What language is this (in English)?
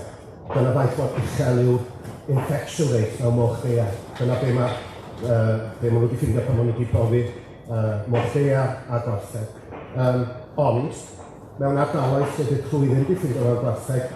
Welsh